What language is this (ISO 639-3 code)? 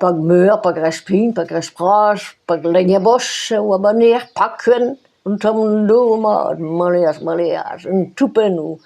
bre